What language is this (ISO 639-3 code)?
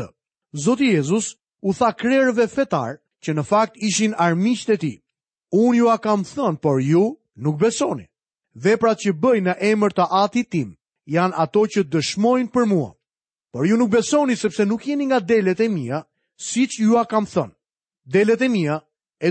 sqi